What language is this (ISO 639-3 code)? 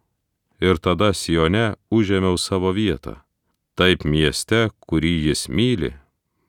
lit